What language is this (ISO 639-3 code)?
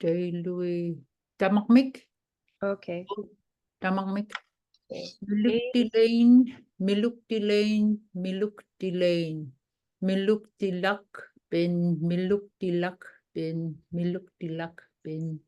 ipk